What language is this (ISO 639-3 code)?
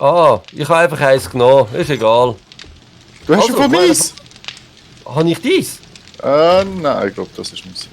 gsw